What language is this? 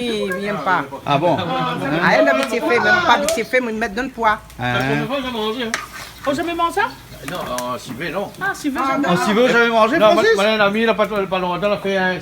Réunion Creole French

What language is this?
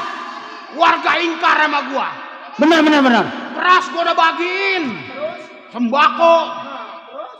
Betawi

